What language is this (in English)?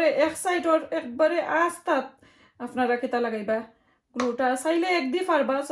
Sylheti